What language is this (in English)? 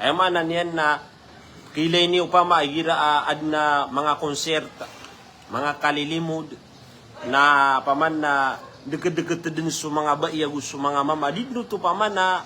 Maranao